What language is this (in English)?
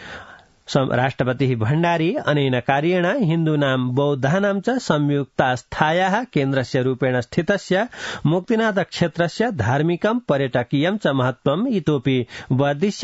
Sanskrit